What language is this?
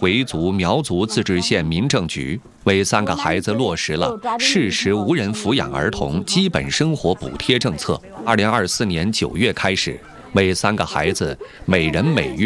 Chinese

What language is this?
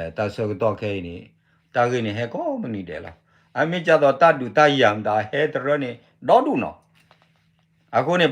S'gaw Karen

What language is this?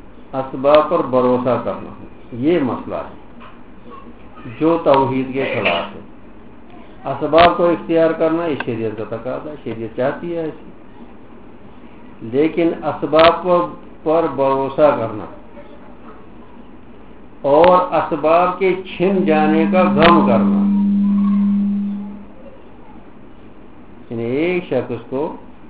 Urdu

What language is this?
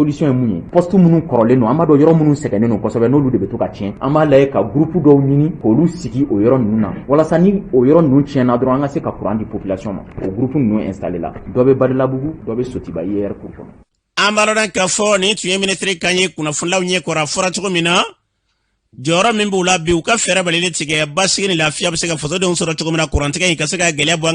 Bambara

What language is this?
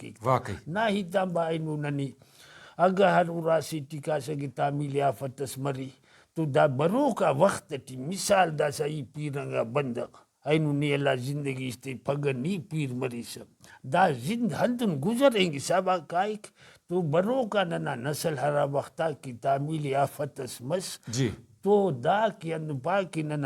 Brahui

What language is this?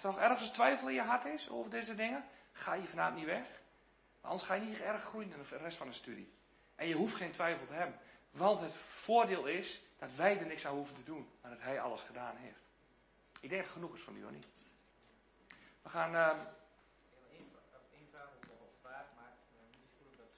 Dutch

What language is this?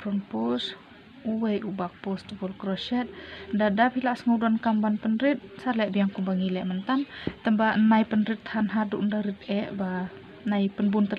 Khasi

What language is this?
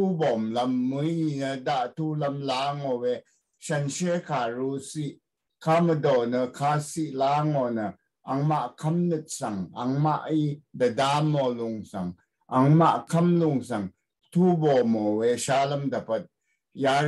Rawang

